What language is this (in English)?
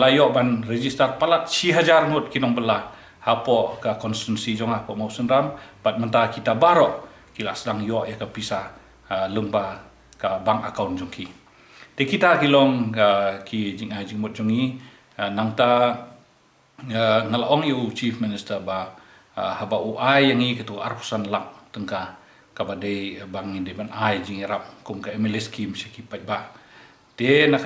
Khasi